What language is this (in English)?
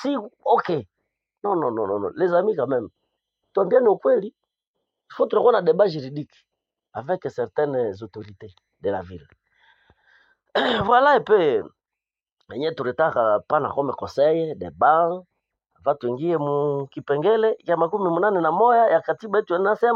Swahili